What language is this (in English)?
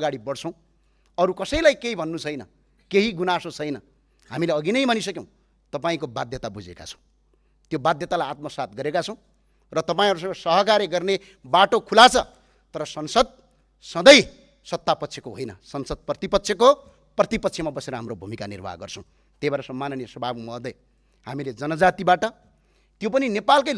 Nepali